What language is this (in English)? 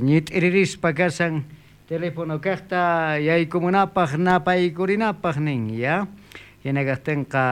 South Bolivian Quechua